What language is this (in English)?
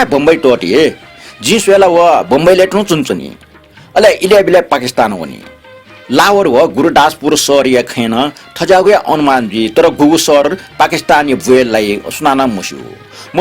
Newari